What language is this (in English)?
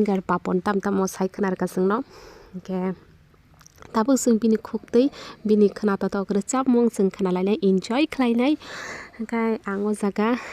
Kok Borok